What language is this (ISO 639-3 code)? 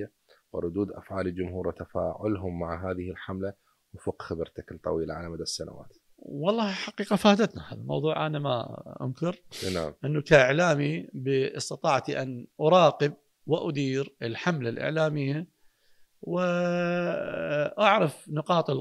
acm